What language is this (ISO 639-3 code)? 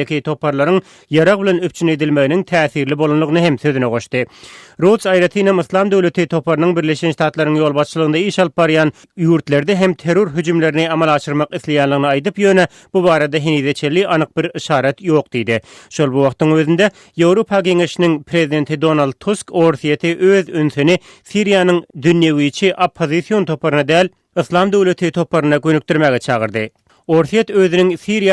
tuk